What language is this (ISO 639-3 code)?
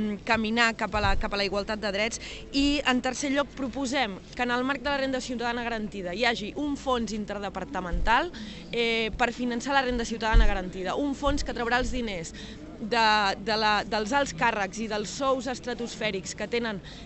cat